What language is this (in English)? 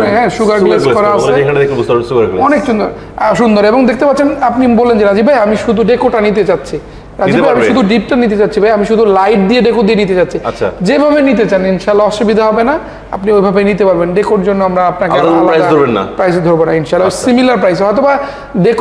Bangla